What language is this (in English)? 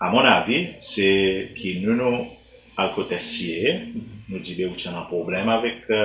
Seselwa Creole French